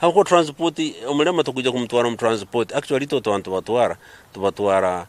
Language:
Nyankole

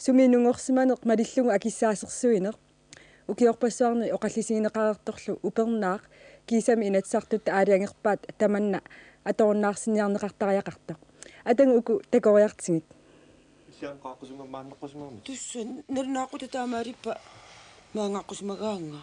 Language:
Kalaallisut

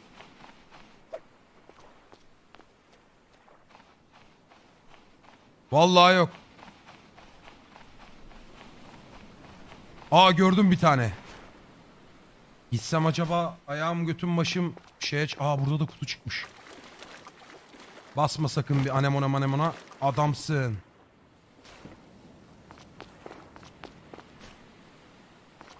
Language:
Turkish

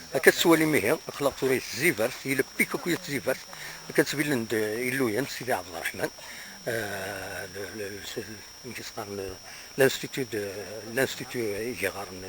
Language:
Kabyle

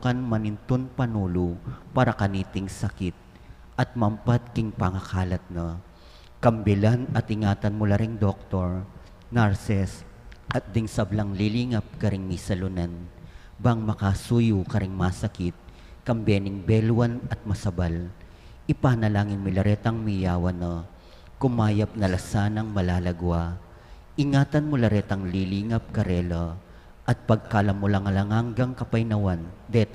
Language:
Pampanga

